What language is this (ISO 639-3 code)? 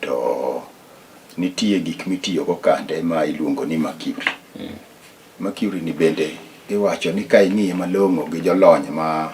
luo